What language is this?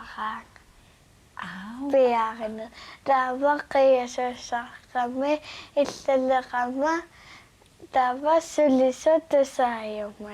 Kalaallisut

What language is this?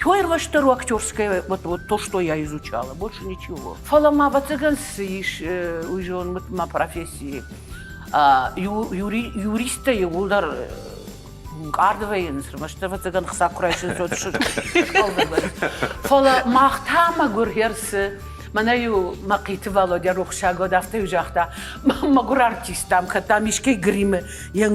Ossetic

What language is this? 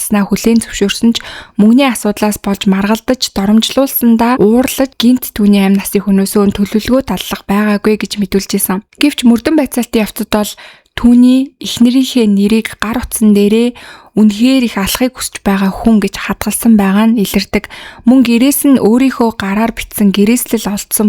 Mongolian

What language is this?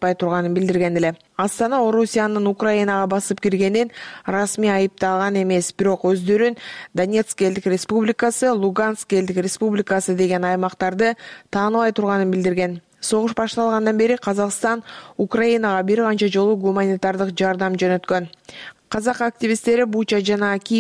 Kyrgyz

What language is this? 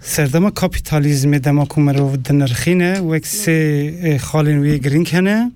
Kurdish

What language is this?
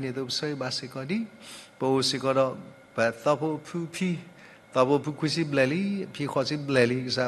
S'gaw Karen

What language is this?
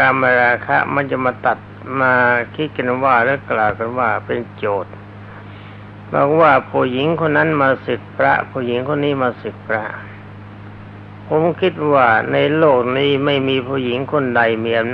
Thai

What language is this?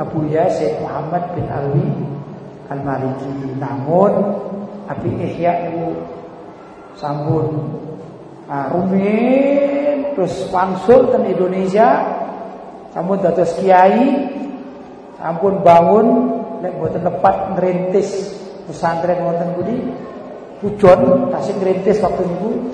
Javanese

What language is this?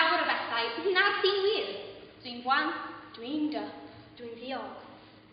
Welsh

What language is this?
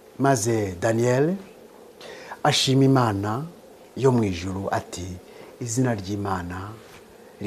Kinyarwanda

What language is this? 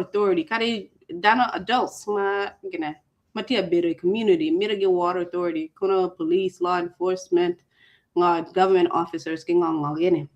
Acoli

